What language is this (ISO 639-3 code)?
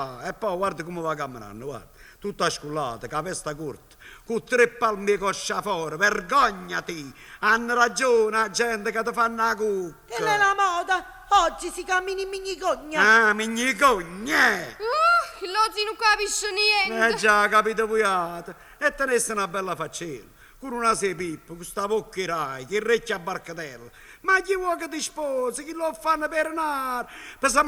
nap